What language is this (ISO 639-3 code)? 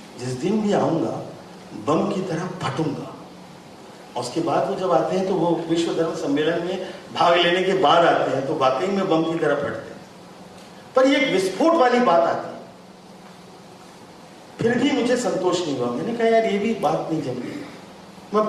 hin